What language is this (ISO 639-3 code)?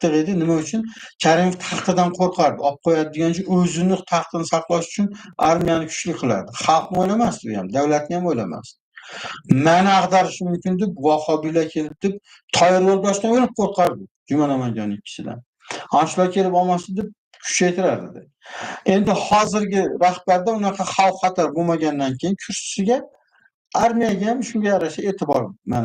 uzb